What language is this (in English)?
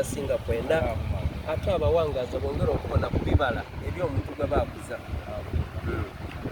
Soga